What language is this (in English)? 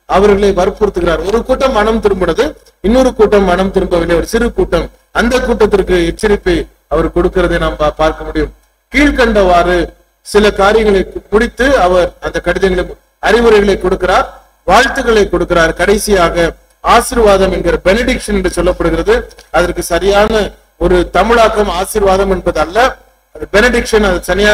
Tamil